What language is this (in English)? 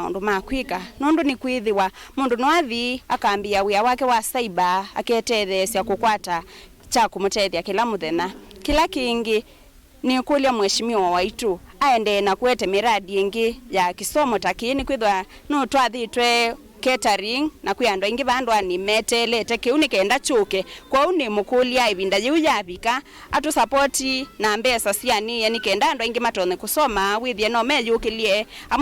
Kamba